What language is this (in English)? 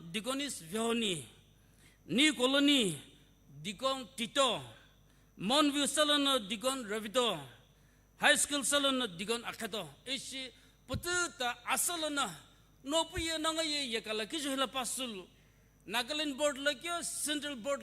Sumi Naga